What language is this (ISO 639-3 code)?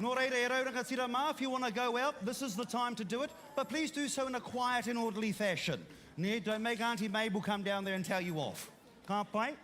mri